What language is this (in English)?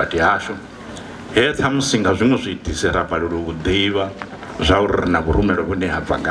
Venda